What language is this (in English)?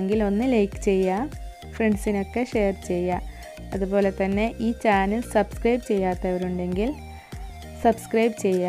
Malayalam